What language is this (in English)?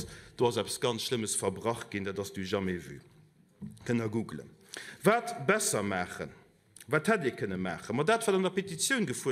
Luxembourgish